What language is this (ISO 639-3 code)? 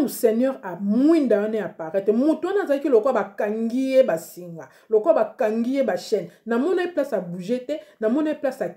lin